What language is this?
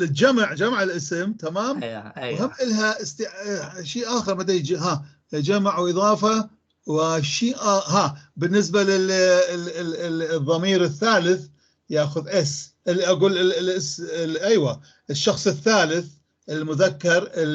North Levantine Arabic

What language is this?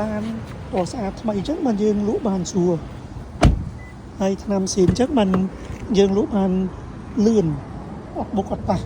Khmer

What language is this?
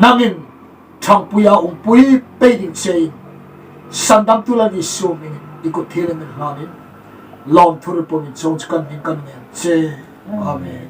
Hmar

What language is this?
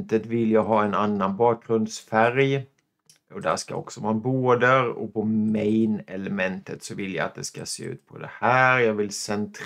Swedish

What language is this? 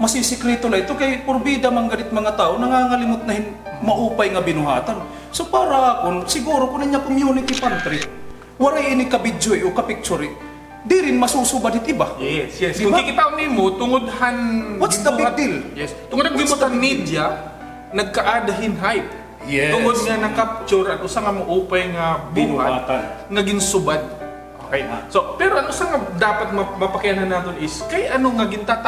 Waray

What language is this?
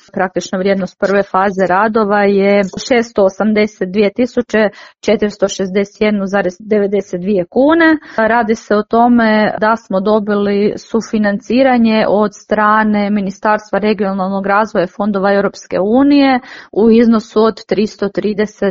Croatian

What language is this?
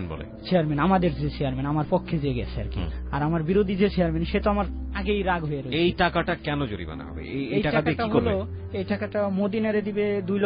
Bangla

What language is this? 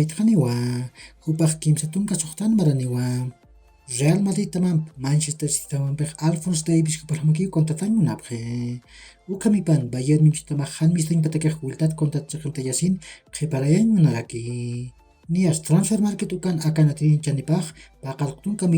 Aymara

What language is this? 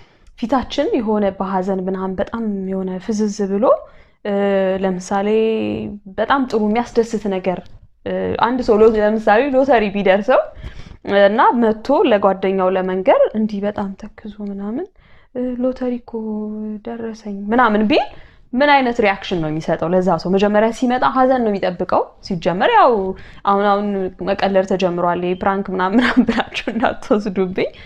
Amharic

